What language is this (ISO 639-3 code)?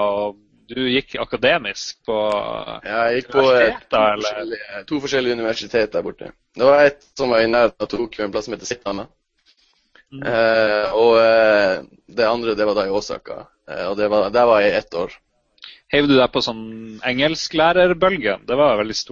nor